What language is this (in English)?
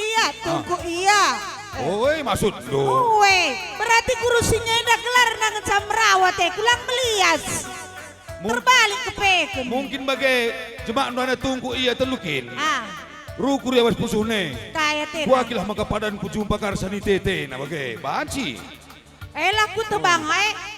Batak Karo